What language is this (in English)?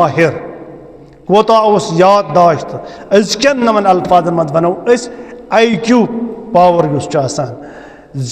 Kashmiri